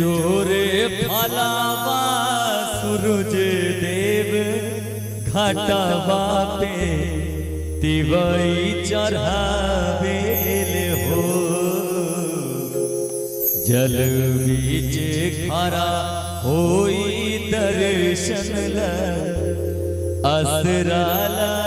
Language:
Bhojpuri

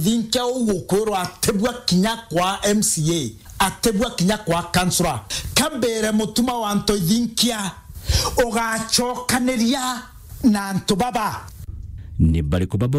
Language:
Meru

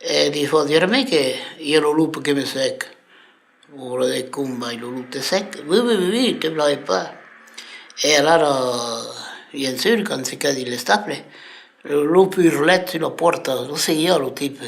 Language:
Occitan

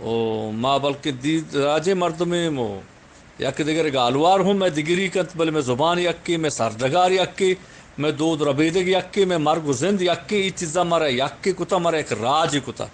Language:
Eastern Balochi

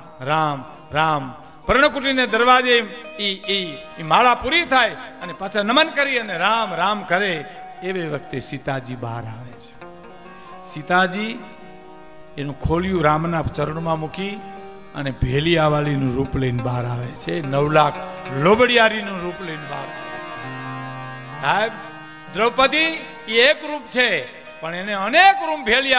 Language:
Gujarati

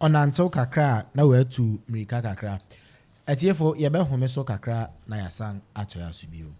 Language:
Akan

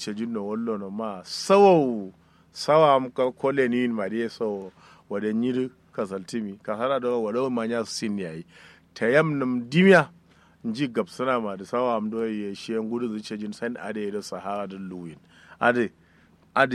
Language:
Kanuri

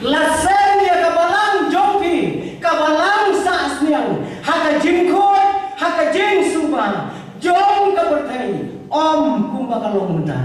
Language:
Khasi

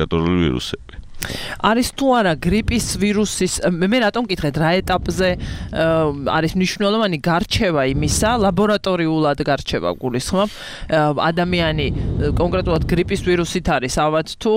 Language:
Georgian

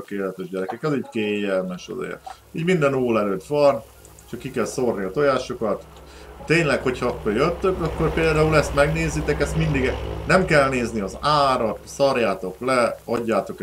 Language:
Hungarian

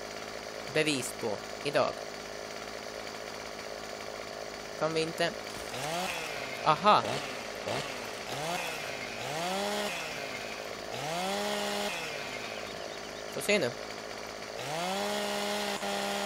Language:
Swedish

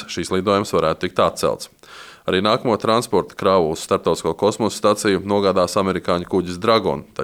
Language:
Latvian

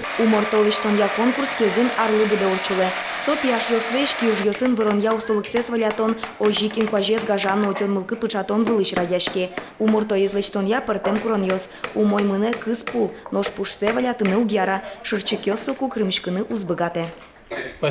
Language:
Udmurt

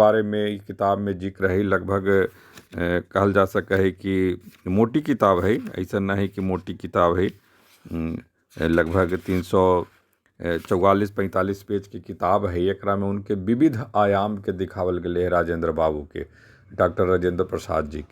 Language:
Magahi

